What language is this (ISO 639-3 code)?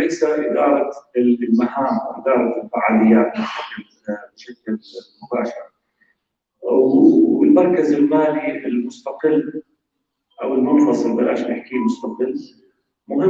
apc